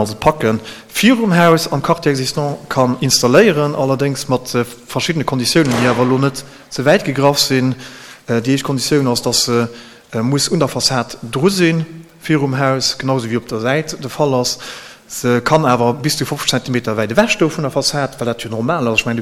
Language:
Luxembourgish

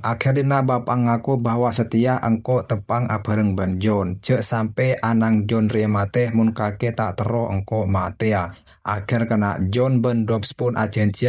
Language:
Madurese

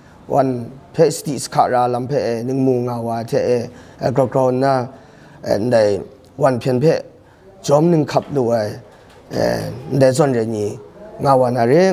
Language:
Kachin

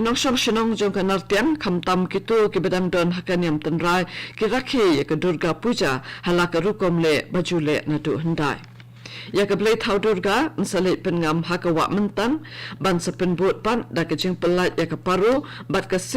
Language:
Khasi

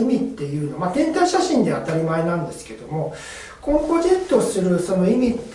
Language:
Japanese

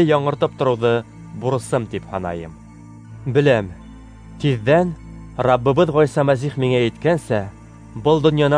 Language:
Bashkir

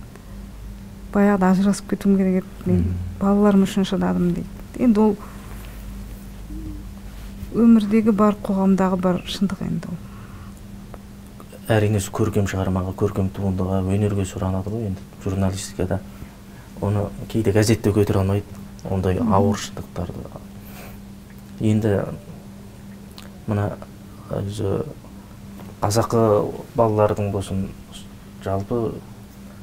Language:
Kazakh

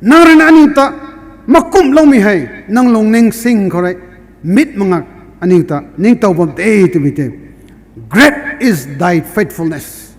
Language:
Rongmei Naga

